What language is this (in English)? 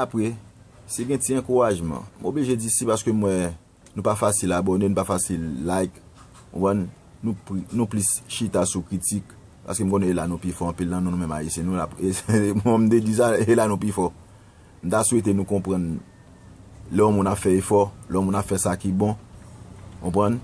Haitian Creole